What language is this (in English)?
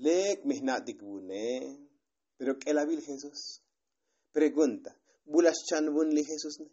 Tzotzil